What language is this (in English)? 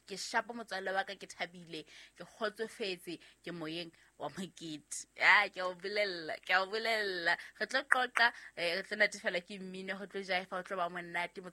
Southern Sotho